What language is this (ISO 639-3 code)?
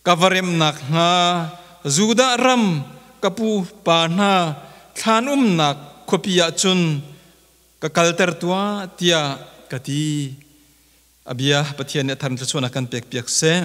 cnh